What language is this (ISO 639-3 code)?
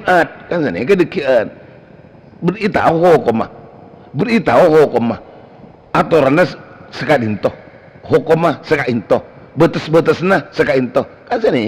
mad